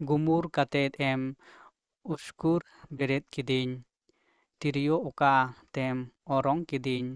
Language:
Santali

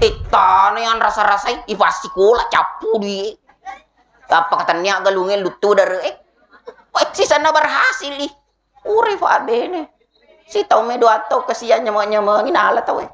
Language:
Buginese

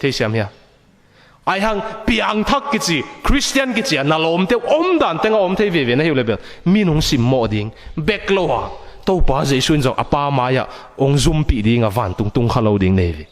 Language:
Tedim Chin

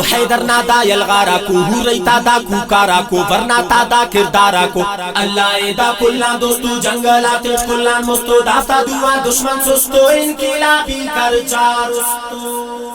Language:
Brahui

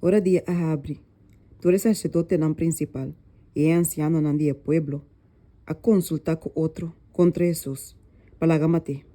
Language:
Papiamento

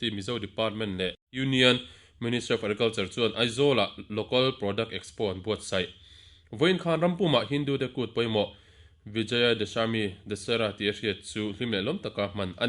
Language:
Mizo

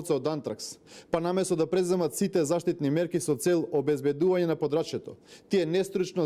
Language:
Macedonian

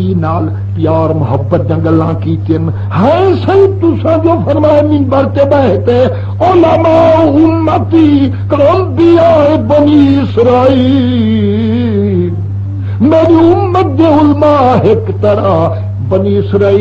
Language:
Saraiki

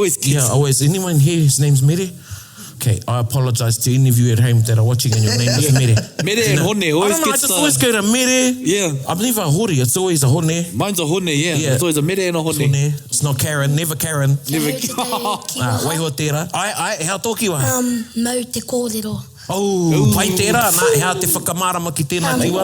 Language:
Māori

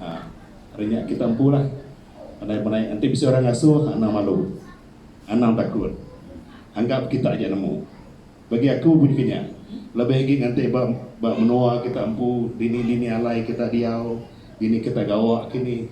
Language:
Iban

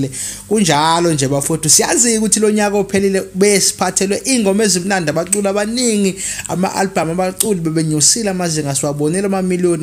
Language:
Zulu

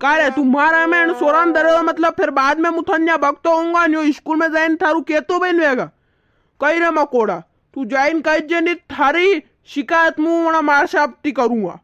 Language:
Rajasthani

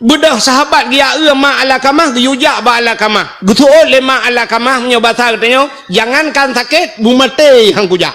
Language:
Achinese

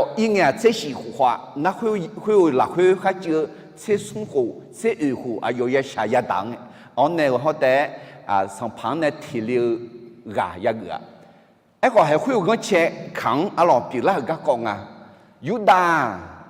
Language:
Akha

